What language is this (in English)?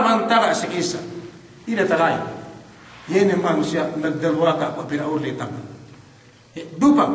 Yakan